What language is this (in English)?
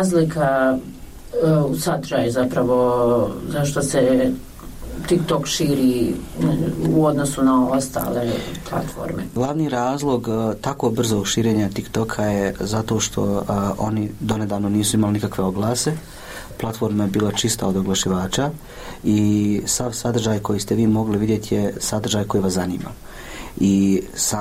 Croatian